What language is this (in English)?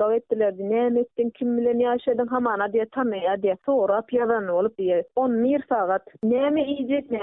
Turkmen